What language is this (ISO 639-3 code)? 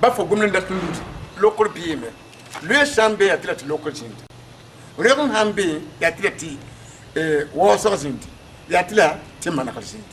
mos